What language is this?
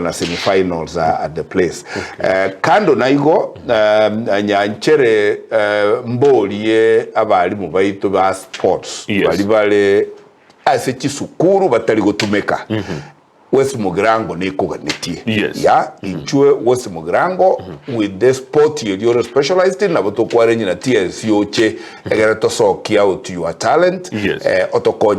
Gusii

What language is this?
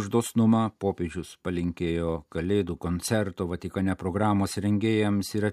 Lithuanian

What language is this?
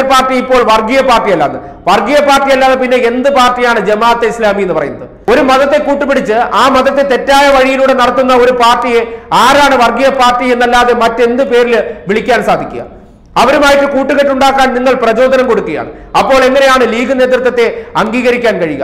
Malayalam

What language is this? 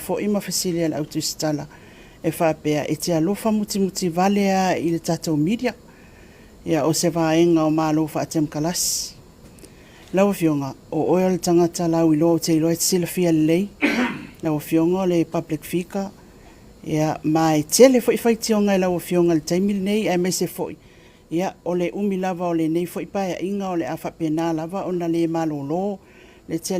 Samoan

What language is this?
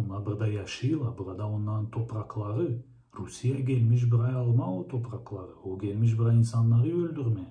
Gagauz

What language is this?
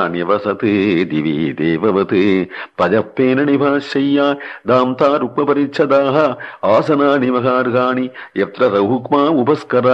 Sanskrit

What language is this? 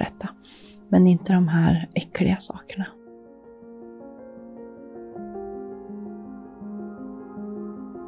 Swedish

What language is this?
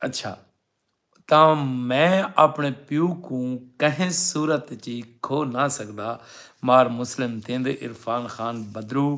Saraiki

